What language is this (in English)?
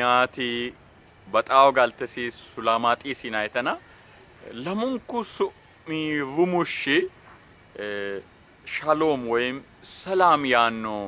Sidamo